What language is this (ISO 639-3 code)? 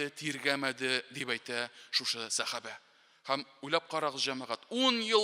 tat